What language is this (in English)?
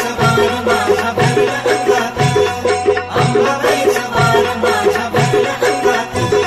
Marathi